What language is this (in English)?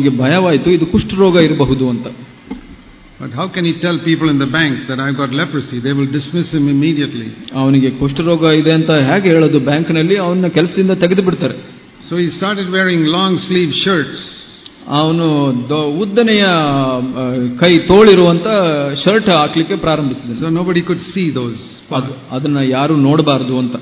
Kannada